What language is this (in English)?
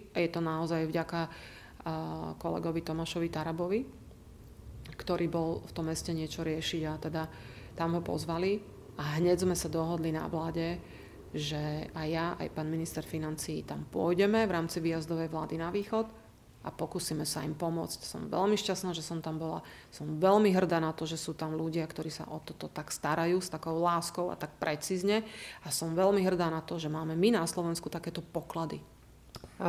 Slovak